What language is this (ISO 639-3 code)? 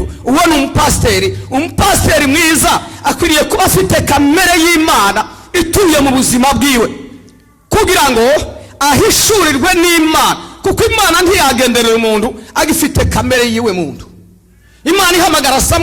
kin